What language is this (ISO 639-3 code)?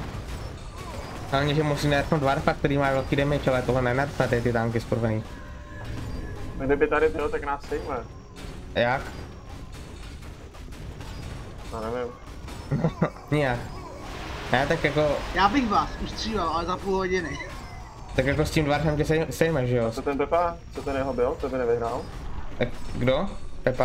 ces